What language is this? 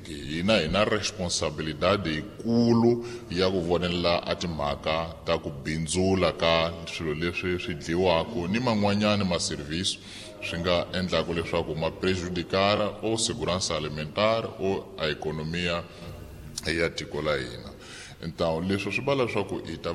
Tsonga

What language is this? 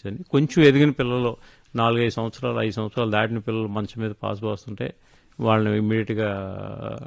Telugu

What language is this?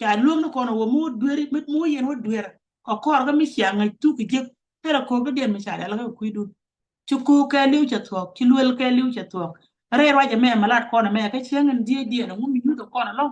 Nuer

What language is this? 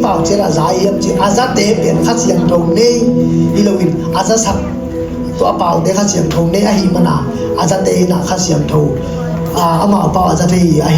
Tedim Chin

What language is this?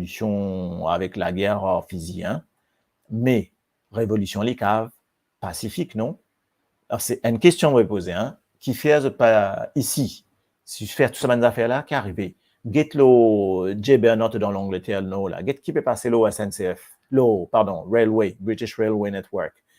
Morisyen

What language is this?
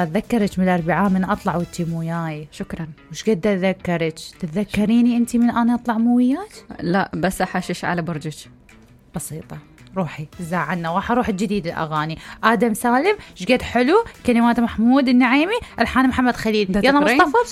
Mesopotamian Arabic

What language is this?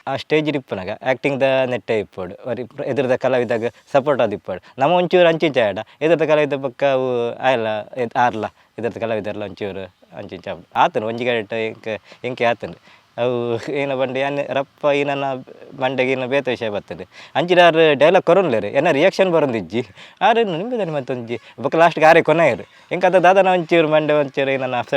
Tulu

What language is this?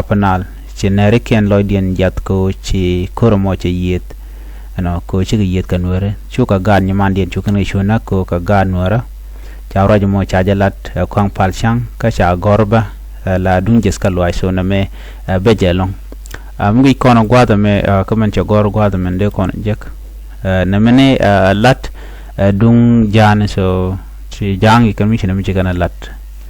Nuer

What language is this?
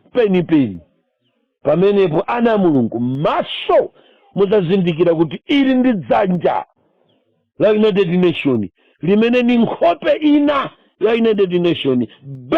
Nyanja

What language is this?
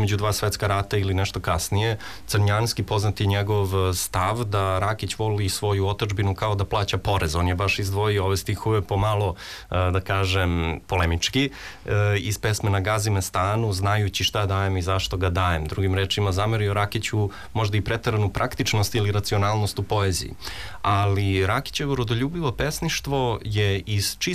Serbian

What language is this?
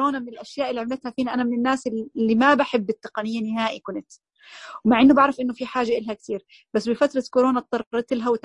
Najdi Arabic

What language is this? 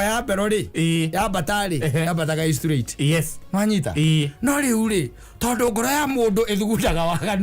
Kikuyu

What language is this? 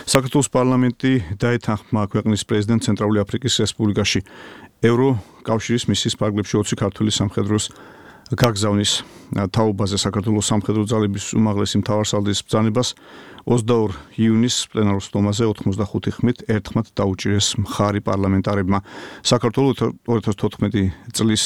Georgian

